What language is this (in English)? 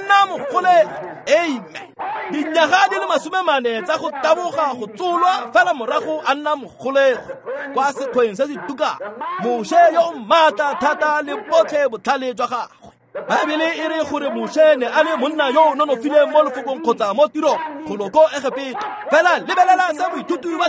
Tswana